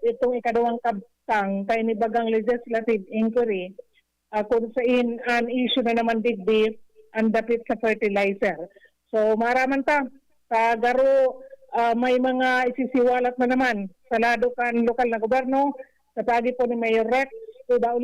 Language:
Bikol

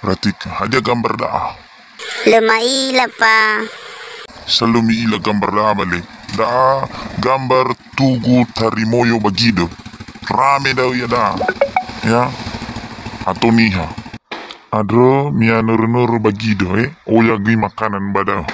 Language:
Nias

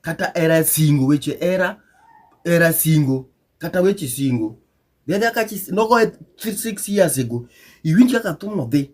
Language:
Luo (Kenya and Tanzania)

